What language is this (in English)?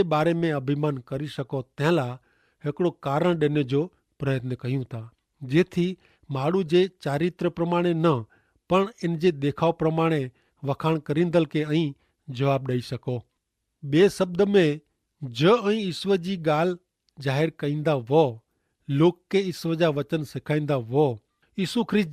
Kachhi